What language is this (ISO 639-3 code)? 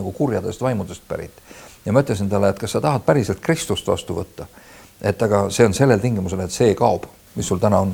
est